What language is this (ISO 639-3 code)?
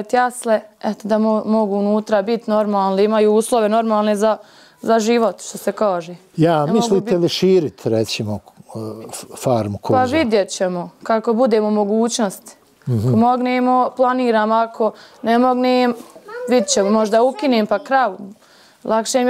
bos